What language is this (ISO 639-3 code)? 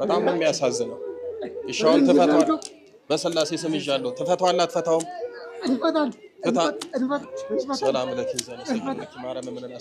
amh